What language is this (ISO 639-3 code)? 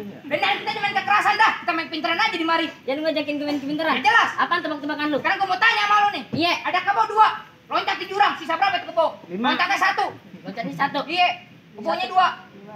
bew